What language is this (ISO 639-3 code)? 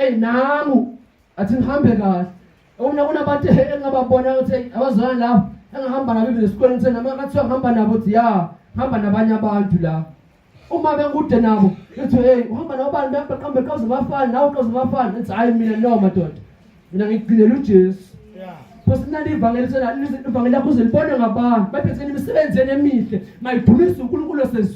zul